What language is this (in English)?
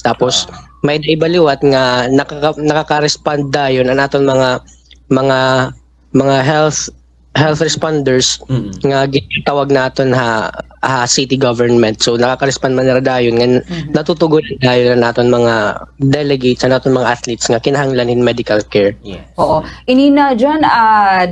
Waray